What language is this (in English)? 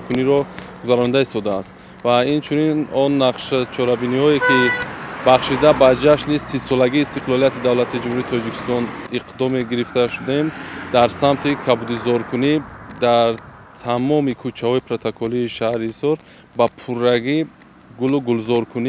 Tajik